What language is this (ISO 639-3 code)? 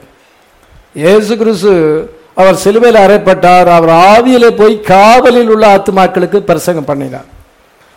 tam